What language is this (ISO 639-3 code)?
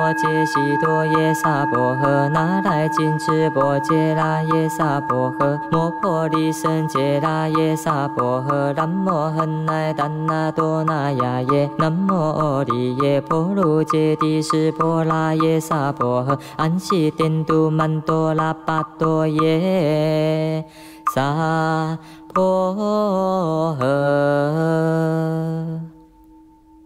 zho